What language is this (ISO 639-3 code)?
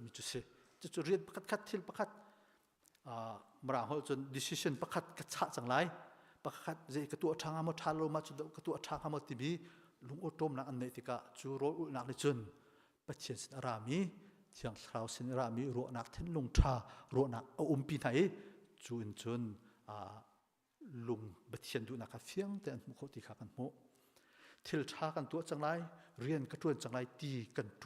cnh